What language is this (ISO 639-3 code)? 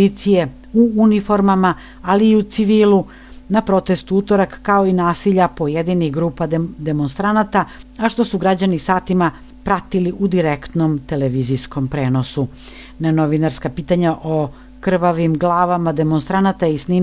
srp